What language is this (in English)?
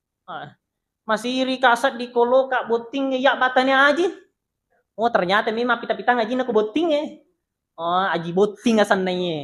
Buginese